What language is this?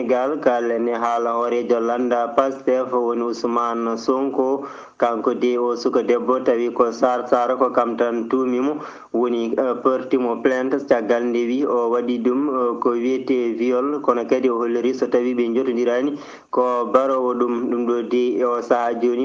Fula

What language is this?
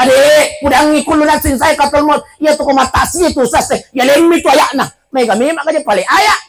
Buginese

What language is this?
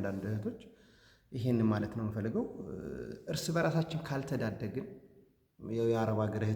Amharic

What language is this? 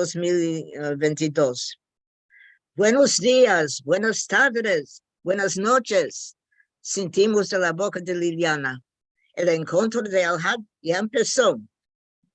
Ladino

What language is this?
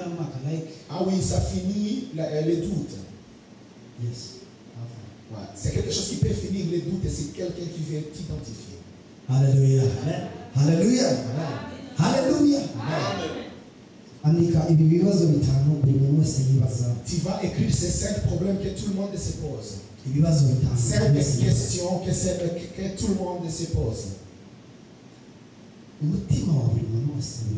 Kinyarwanda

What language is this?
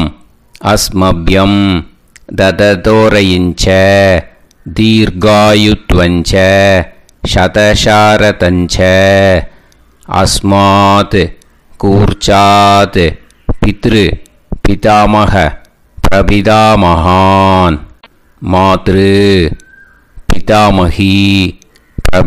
Tamil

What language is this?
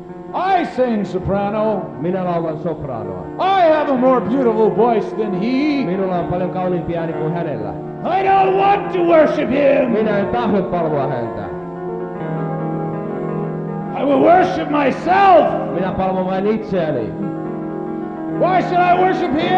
Finnish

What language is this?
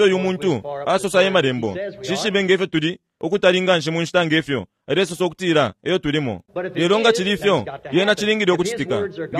Bemba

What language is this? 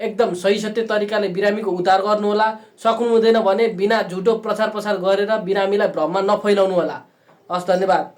Nepali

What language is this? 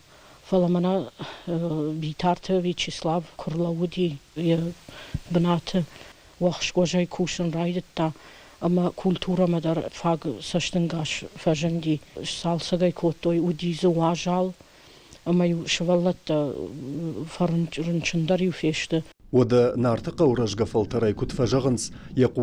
Ossetic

